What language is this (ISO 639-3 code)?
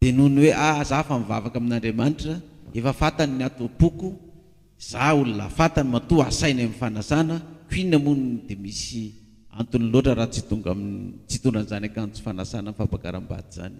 mlg